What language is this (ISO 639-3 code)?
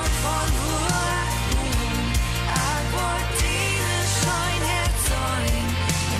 pdt